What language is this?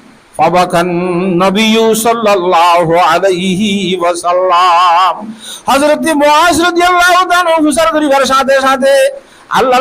Rohingya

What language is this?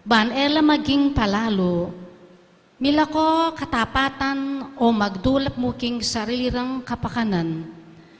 Pampanga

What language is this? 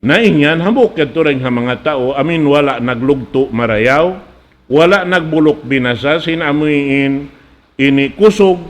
Tausug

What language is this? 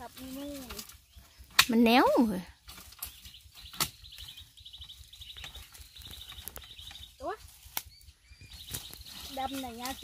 Thai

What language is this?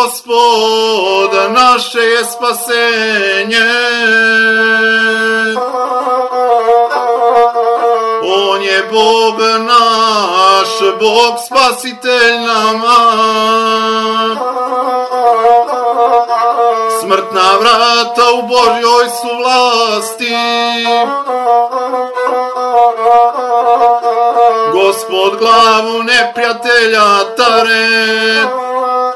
Serbian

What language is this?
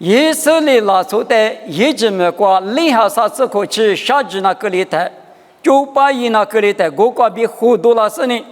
Lisu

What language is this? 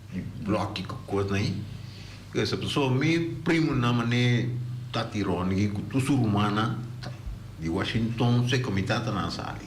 Papiamento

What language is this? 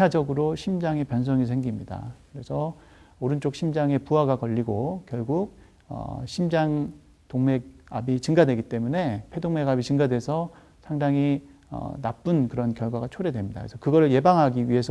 Korean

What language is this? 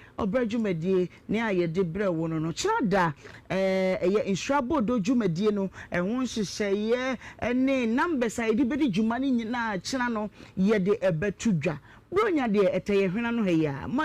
Akan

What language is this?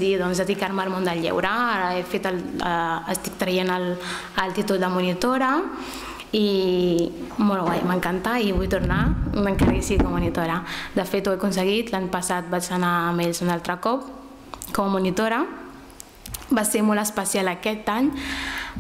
Catalan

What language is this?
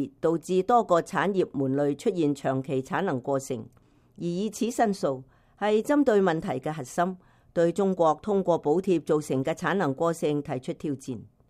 Cantonese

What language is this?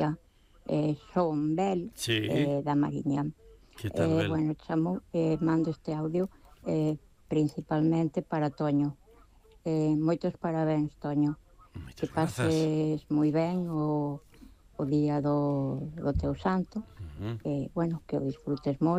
Galician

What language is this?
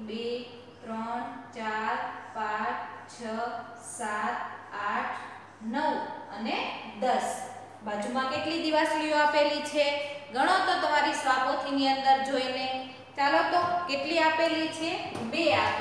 Gujarati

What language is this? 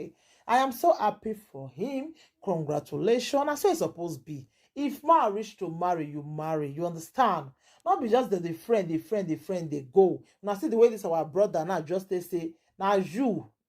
Nigerian Pidgin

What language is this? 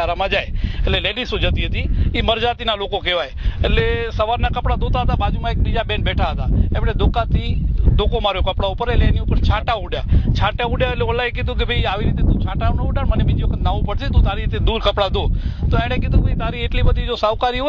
Gujarati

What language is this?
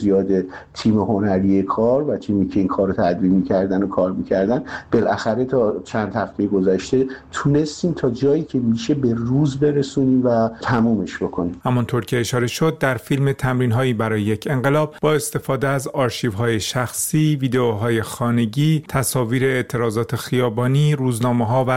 Persian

